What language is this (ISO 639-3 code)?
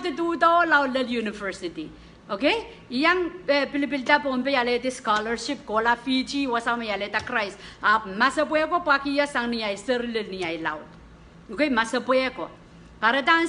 pon